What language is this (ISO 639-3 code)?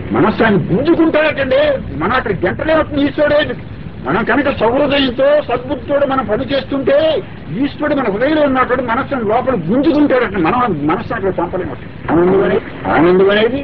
tel